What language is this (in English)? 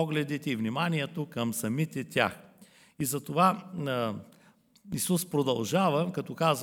Bulgarian